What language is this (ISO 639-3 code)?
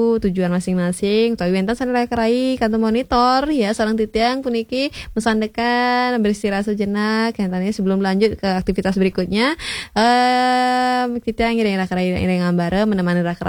ban